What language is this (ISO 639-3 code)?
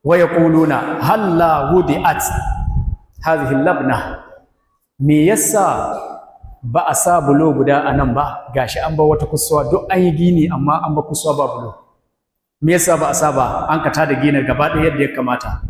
hau